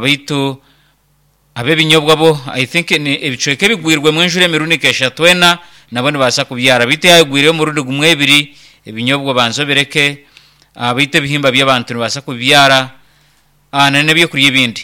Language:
Nyankole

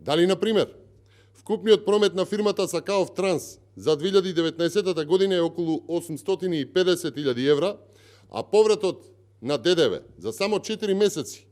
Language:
Macedonian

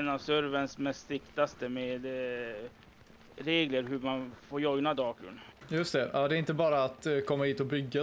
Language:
Swedish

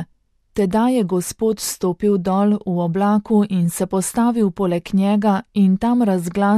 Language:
Slovenian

